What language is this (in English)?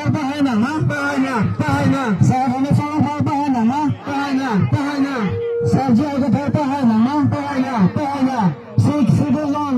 Karbi